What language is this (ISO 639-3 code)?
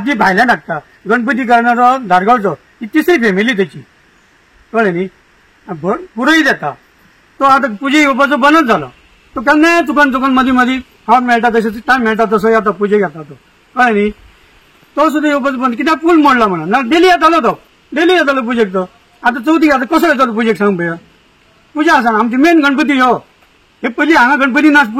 kok